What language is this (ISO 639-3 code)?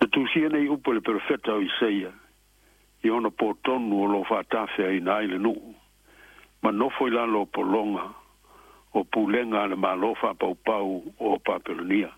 smo